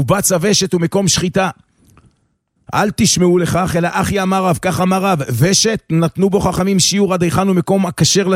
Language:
Hebrew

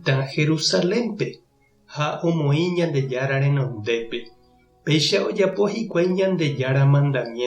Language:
Guarani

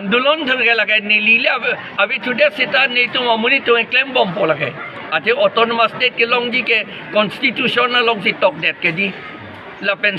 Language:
Karbi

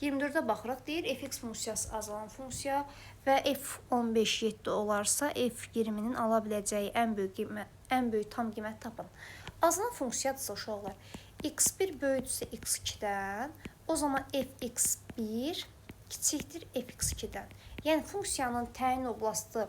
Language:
Azerbaijani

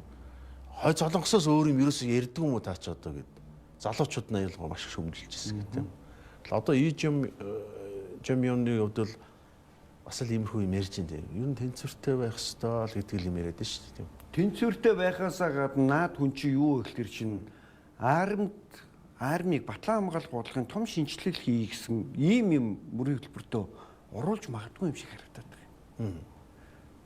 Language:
Mongolian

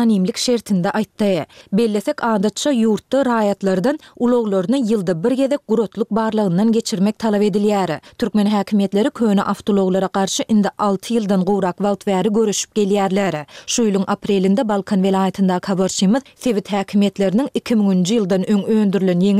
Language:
Turkmen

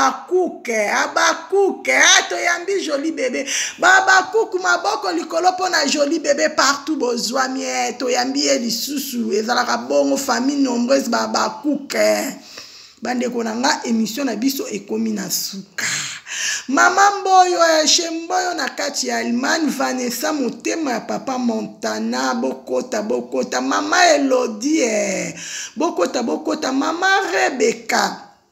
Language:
Lingala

